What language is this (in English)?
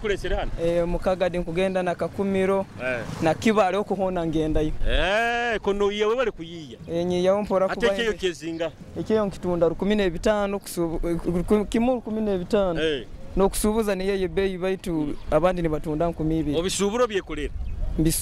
Nyoro